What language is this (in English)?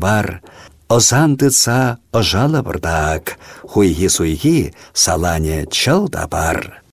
Chuvash